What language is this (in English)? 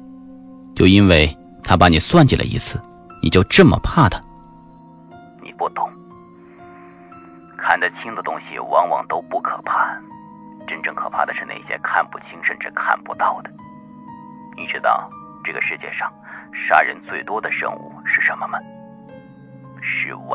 Chinese